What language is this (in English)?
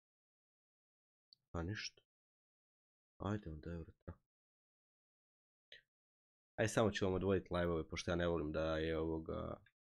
Croatian